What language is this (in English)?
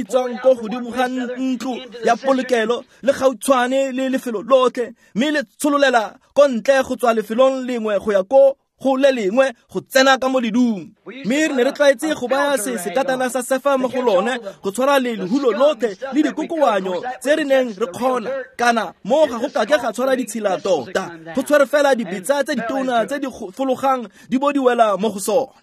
Tswana